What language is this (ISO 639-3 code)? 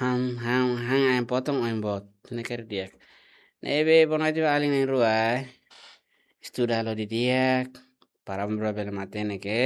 tet